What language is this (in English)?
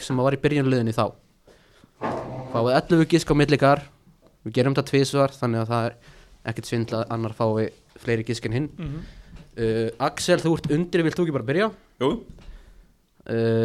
Icelandic